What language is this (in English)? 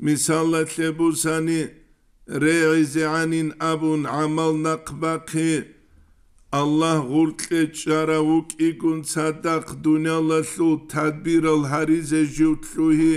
Avaric